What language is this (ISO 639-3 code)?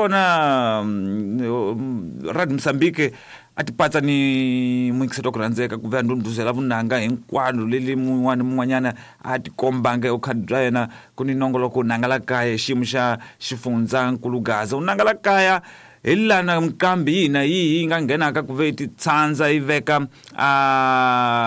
tso